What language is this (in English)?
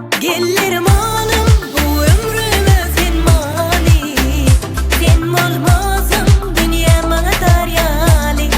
Turkmen